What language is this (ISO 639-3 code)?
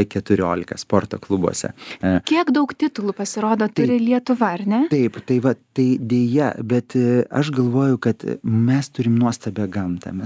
lit